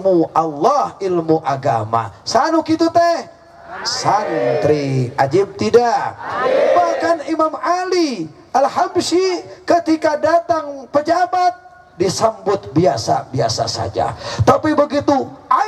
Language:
Sundanese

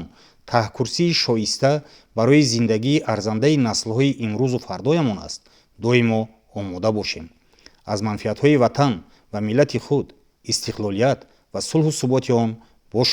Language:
Tajik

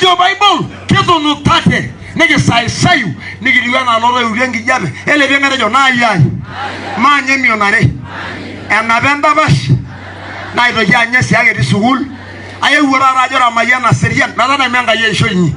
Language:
Masai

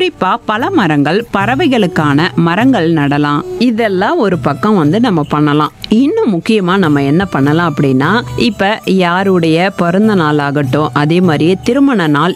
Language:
Tamil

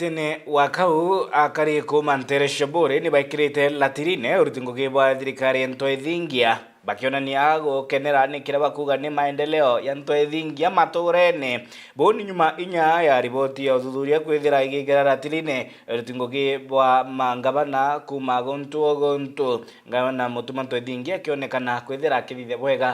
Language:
Meru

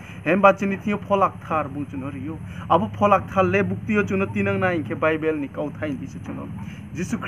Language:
Riang (India)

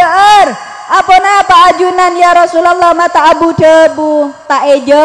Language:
Madurese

